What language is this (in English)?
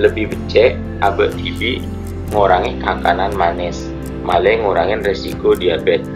Madurese